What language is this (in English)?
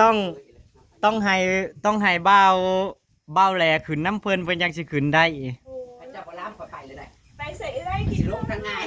Northeastern Thai